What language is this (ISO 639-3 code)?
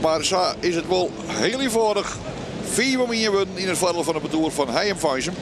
fry